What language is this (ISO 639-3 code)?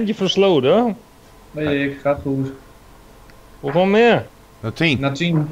nld